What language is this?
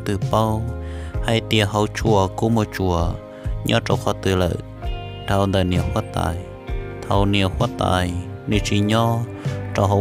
Hmong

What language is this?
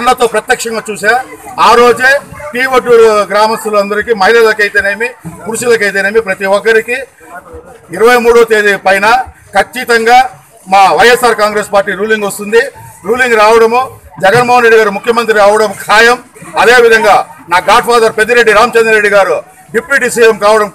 Telugu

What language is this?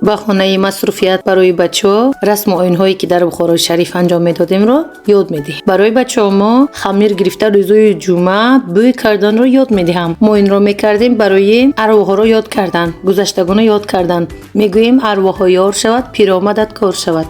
Tajik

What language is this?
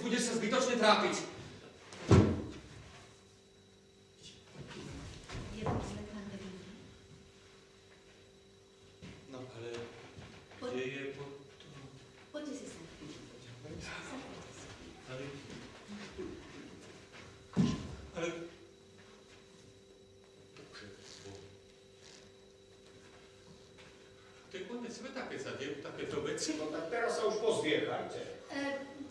Slovak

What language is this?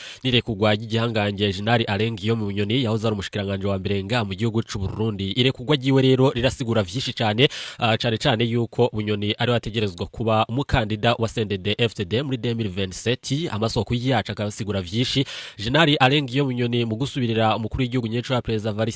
Rundi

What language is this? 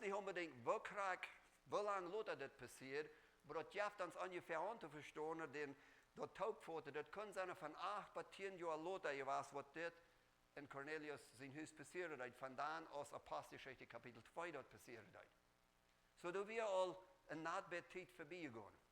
Plautdietsch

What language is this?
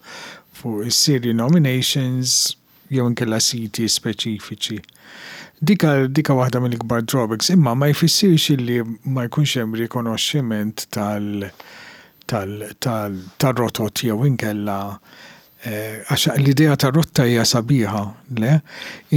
Maltese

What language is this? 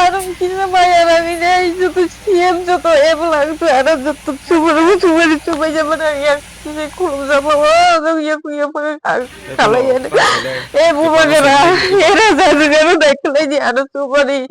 Kok Borok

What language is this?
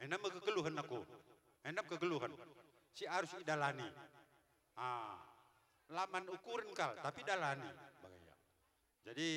Batak Karo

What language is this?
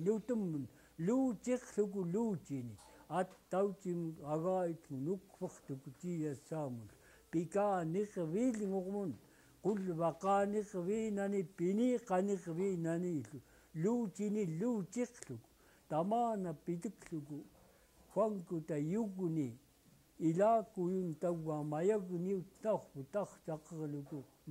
Central Yupik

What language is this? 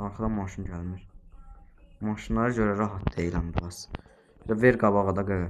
Azerbaijani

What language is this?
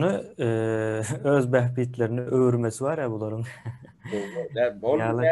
Turkmen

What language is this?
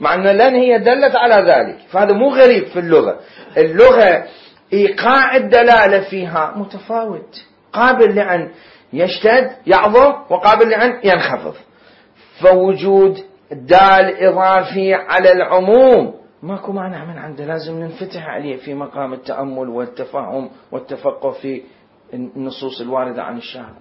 Mesopotamian Arabic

